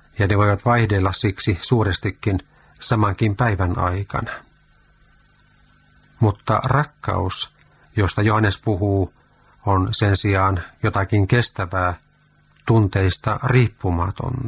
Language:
Finnish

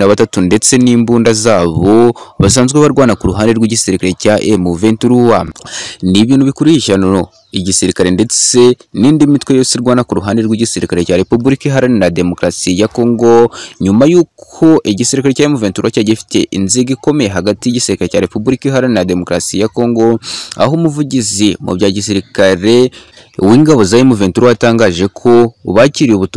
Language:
Kinyarwanda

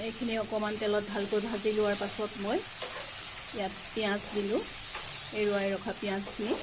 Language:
Assamese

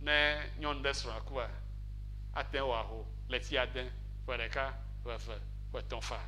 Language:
Ewe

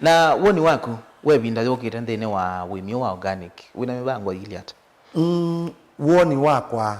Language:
Kamba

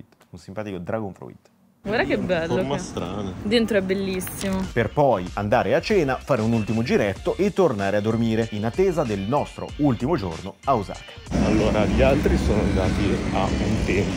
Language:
Italian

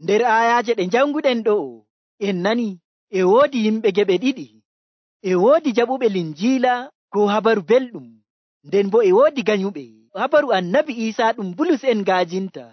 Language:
Nigerian Fulfulde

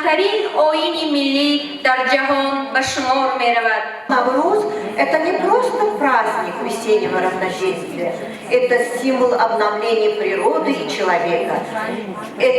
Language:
Tajik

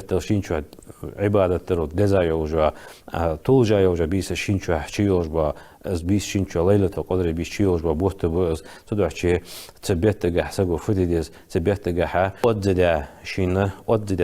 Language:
Ingush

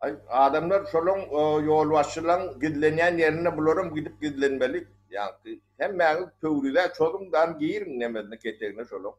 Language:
Turkmen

